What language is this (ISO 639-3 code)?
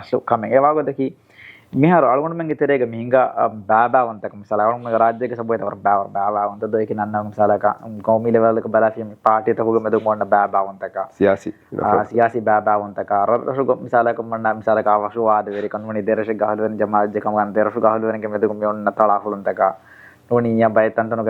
div